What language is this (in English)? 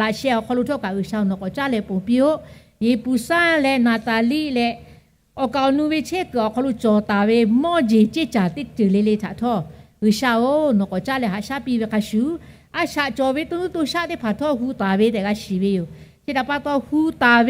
Lahu